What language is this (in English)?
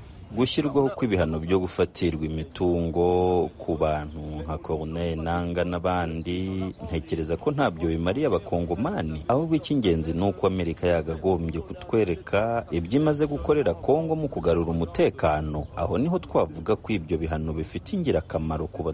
Kinyarwanda